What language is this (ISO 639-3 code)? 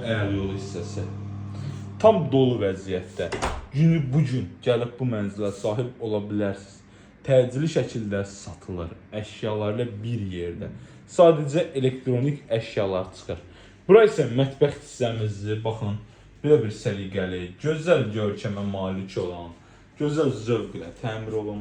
aze